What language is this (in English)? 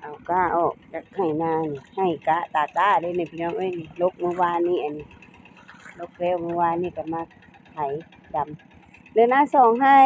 Northeastern Thai